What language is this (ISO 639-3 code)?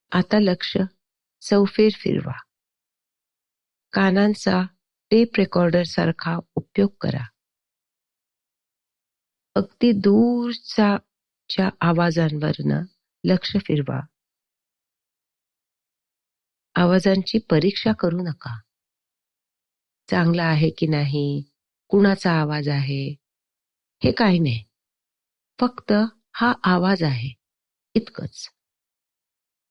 mar